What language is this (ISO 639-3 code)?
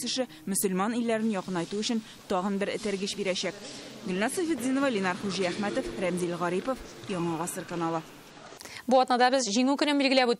tat